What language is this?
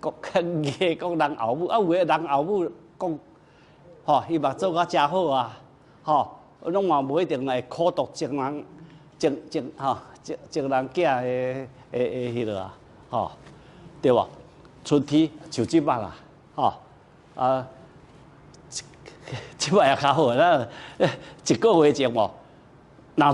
Min Nan Chinese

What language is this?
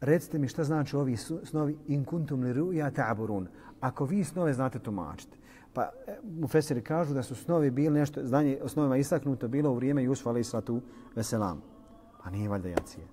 Bosnian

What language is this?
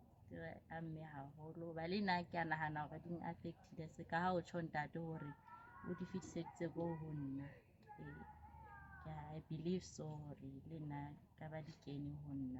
Southern Sotho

